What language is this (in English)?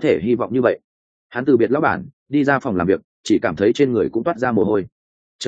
Vietnamese